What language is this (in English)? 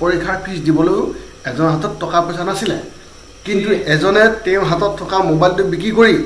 Assamese